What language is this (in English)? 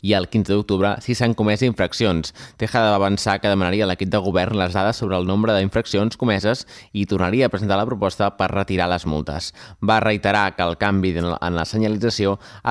Catalan